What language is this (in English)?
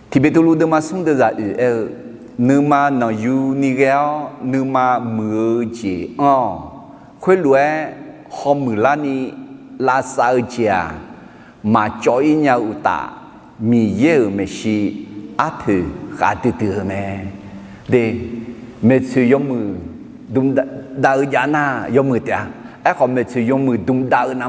Akha